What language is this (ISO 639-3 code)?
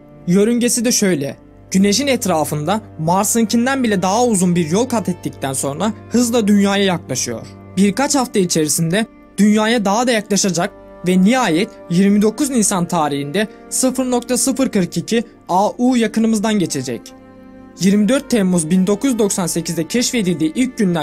tur